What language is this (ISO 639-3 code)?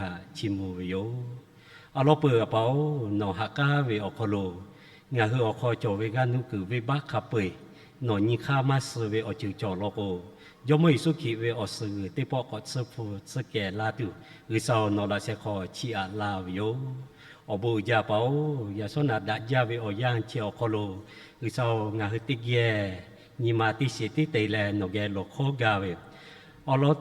lhu